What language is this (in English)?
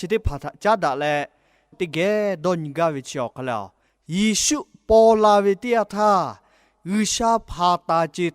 Lahu